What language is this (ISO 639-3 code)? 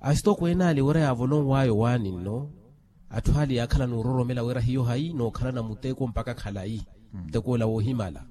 vmw